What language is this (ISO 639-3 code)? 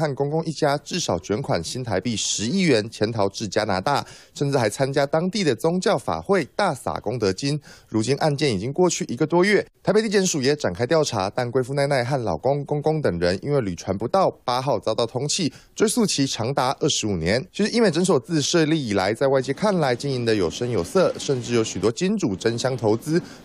zho